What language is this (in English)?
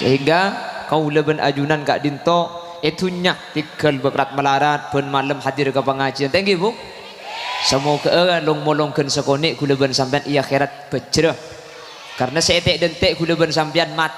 Madurese